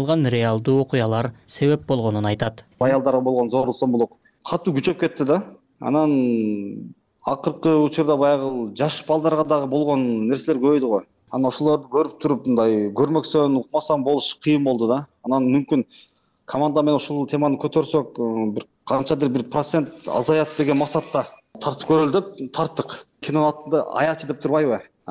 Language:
Kyrgyz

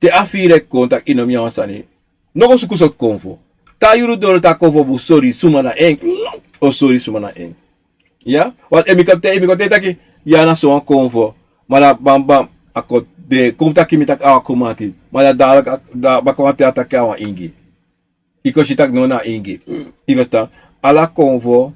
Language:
Sranan Tongo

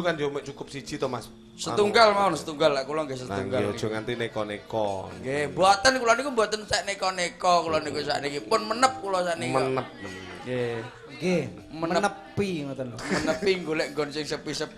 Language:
Javanese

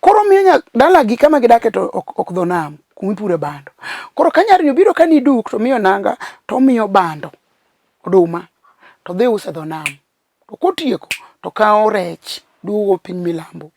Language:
Luo (Kenya and Tanzania)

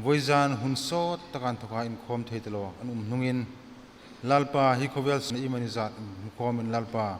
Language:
Hmar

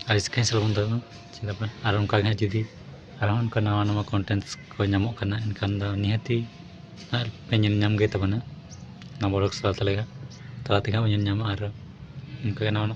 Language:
Santali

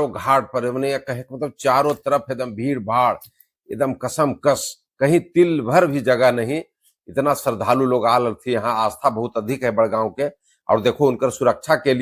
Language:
Magahi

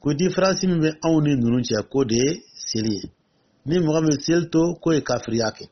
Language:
Dyula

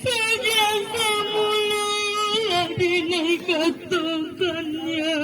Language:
Minangkabau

